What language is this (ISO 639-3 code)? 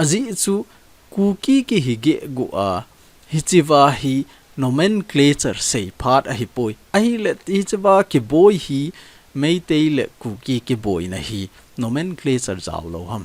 tcz